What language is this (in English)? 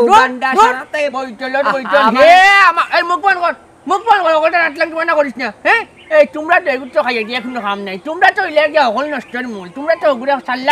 Sylheti